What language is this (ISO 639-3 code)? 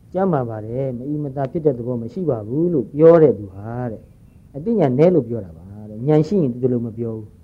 mya